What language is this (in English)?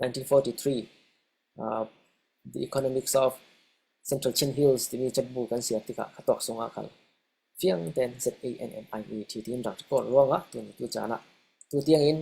Falam Chin